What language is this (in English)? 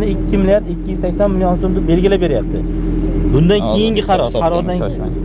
Uzbek